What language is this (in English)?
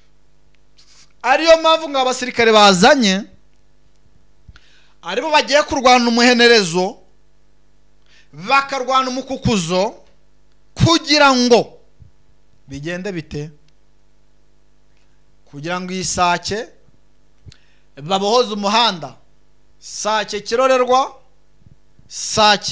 Kinyarwanda